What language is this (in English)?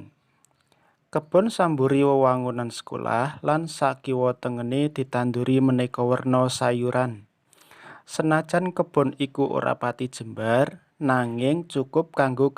Javanese